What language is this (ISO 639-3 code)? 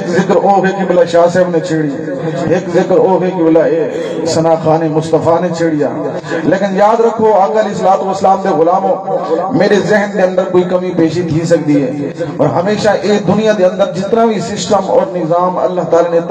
skr